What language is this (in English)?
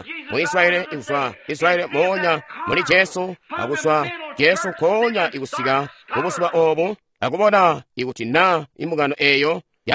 Tonga (Zambia)